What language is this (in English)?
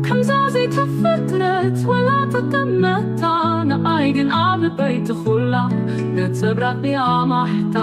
Tigrinya